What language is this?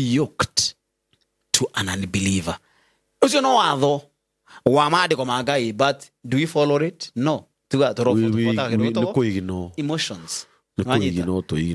Kikuyu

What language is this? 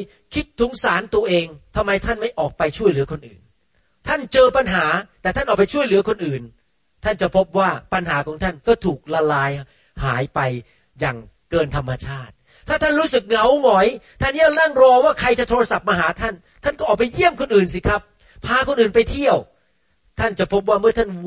Thai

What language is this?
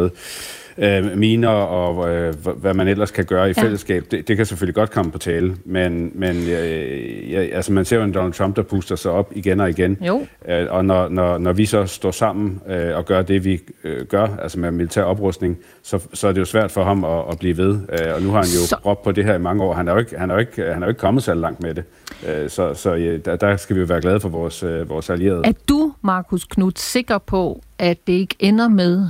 Danish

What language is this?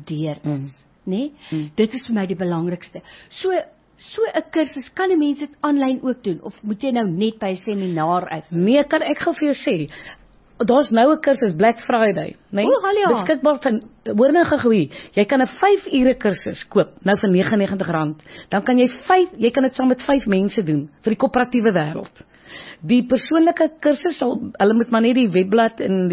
Afrikaans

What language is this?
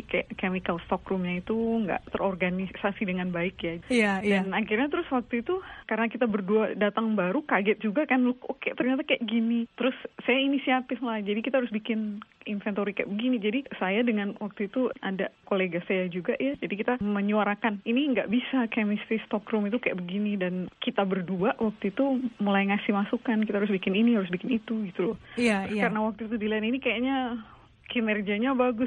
Indonesian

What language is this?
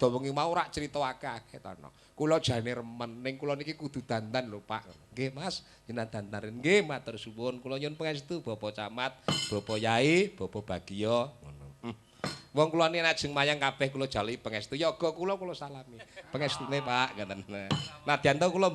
Javanese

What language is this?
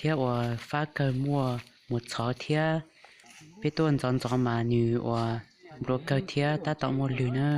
Hmong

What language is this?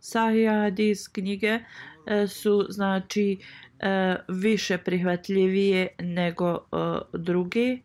Bosnian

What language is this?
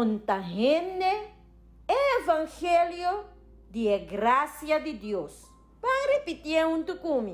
Papiamento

